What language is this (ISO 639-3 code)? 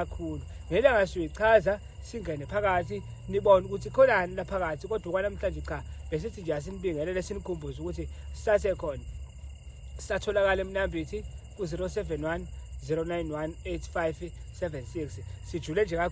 zul